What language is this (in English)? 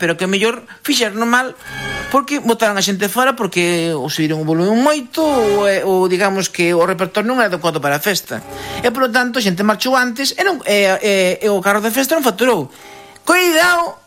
Galician